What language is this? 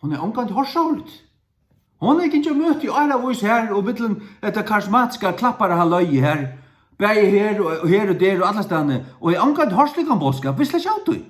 Faroese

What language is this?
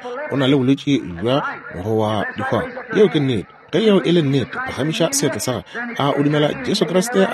Northern Sotho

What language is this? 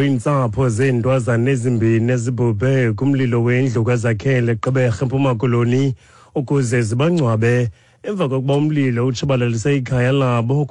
Xhosa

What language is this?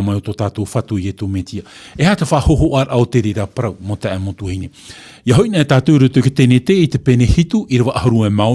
Tahitian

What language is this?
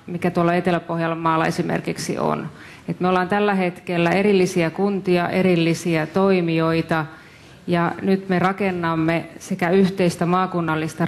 Finnish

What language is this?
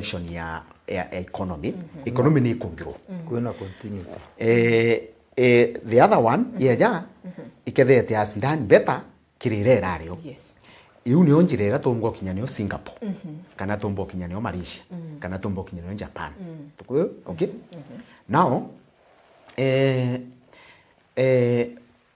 Meru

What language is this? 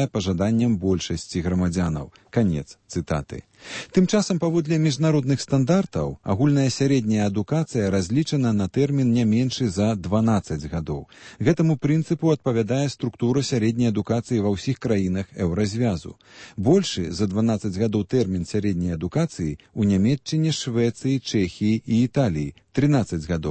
Belarusian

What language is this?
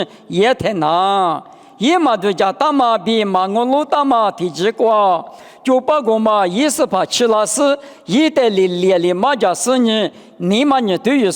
Lisu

